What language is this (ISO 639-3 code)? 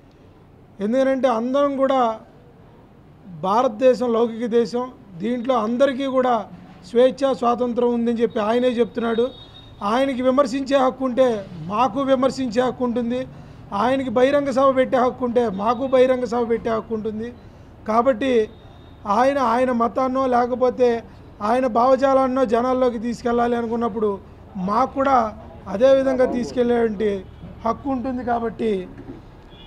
tel